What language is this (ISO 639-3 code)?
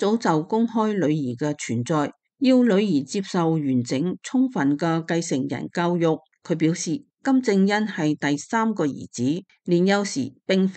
yue